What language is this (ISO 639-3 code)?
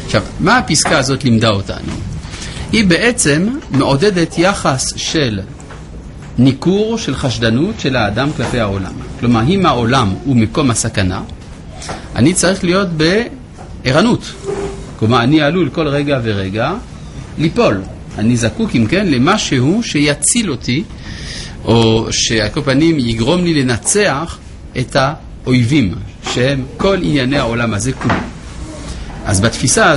heb